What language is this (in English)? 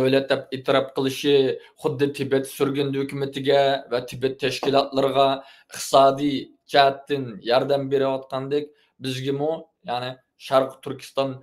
Uyghur